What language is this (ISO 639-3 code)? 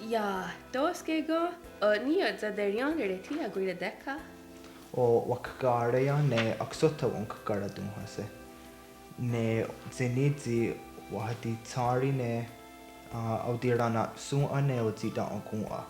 moh